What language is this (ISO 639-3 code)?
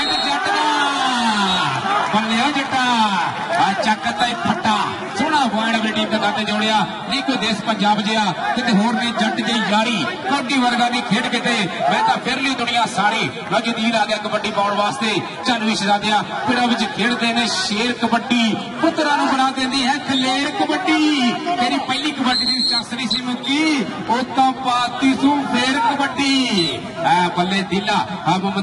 pan